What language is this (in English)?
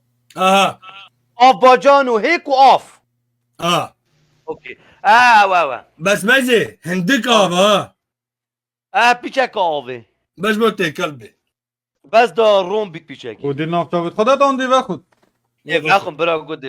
Kurdish